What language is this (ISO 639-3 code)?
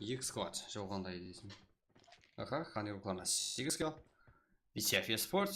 kaa